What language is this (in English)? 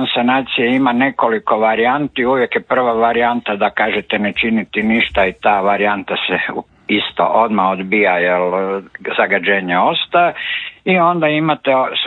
Croatian